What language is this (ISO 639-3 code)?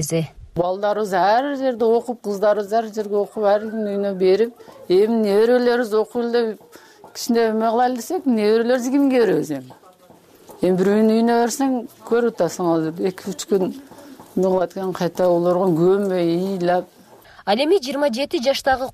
kir